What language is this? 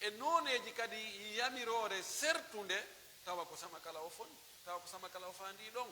Pular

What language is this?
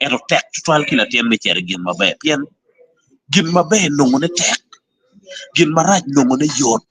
Acoli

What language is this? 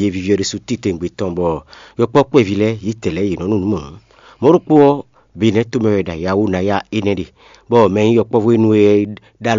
Fon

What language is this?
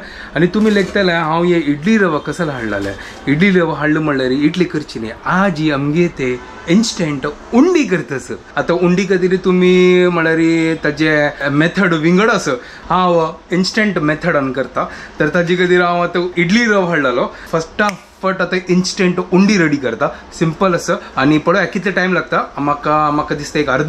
Konkani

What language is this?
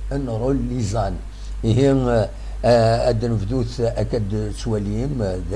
Kabyle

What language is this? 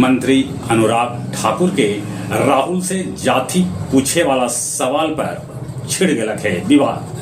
Magahi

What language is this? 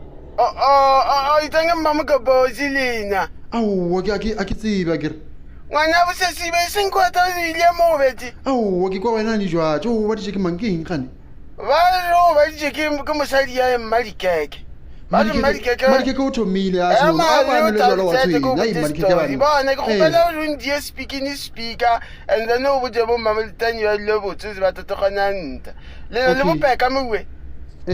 Northern Sotho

